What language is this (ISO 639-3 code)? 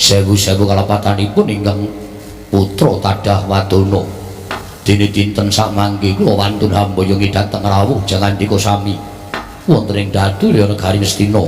jav